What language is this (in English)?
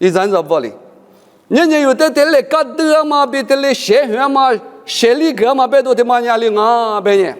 Lisu